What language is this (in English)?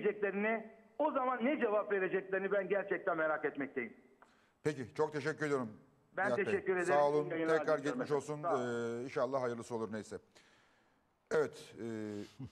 Turkish